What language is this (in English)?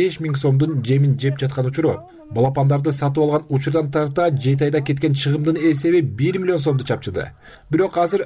Kyrgyz